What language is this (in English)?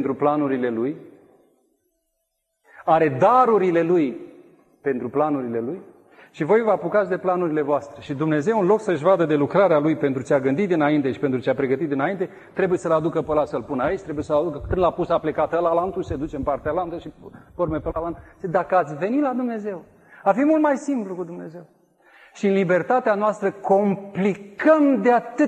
Romanian